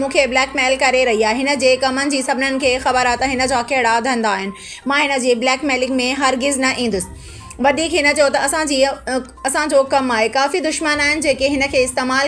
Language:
Sindhi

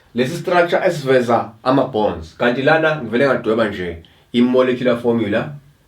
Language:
Zulu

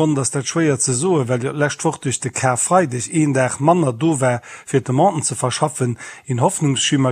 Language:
Luxembourgish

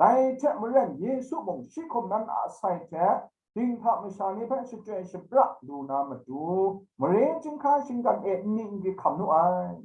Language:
Kachin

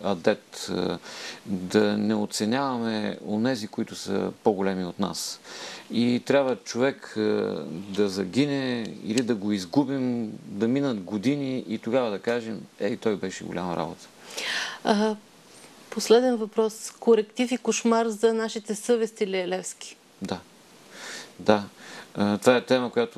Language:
Bulgarian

